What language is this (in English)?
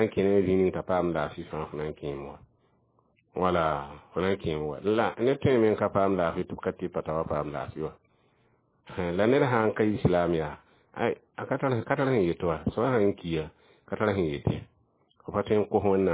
Mossi